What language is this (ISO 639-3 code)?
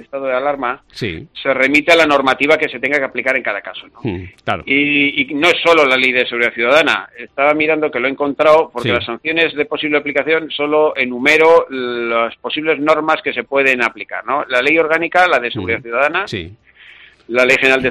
spa